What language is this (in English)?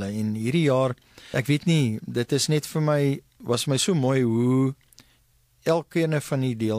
Afrikaans